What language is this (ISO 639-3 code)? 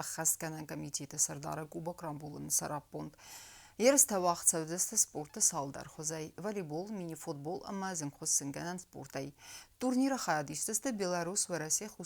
oss